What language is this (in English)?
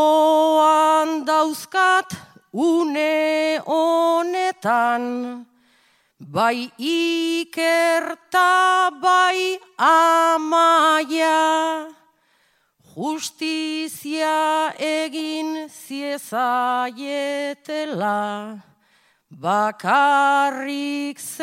Basque